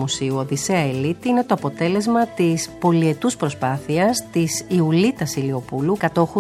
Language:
Greek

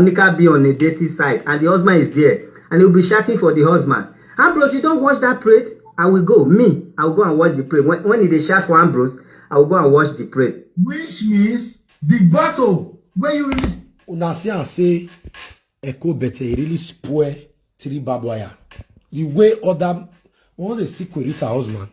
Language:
Nigerian Pidgin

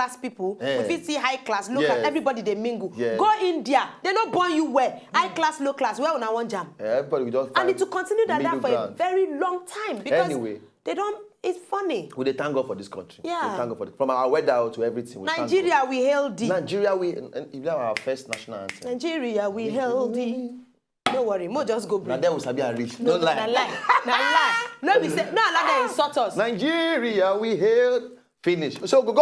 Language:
Nigerian Pidgin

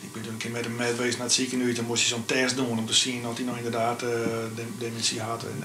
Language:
Western Frisian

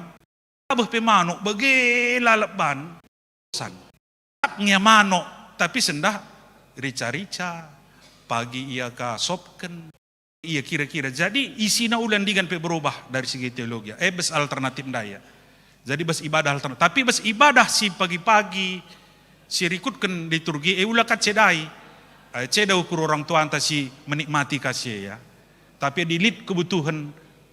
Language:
Batak Karo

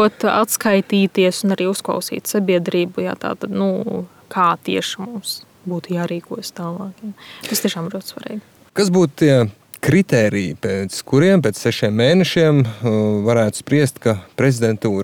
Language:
Latvian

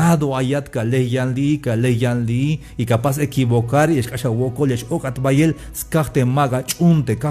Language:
Tzeltal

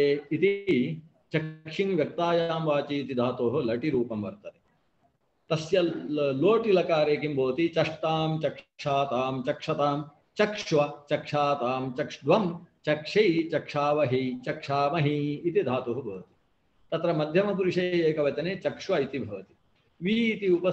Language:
Sanskrit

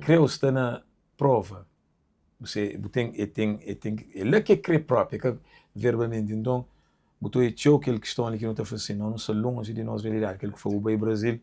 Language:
Kabuverdianu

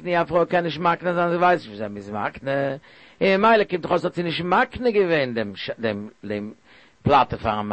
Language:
Yiddish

